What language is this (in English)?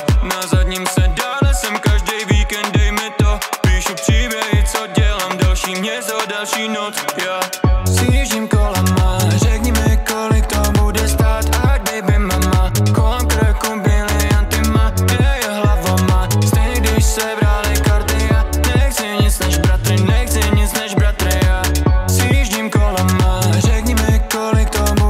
Czech